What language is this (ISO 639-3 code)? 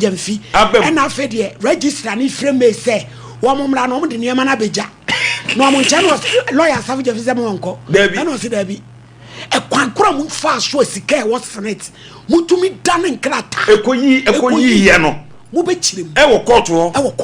aka